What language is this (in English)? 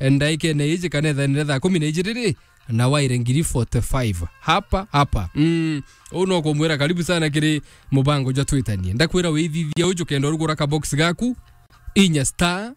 Meru